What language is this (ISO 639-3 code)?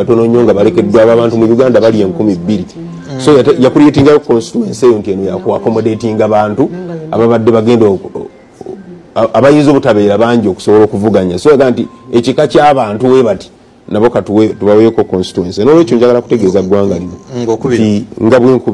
lug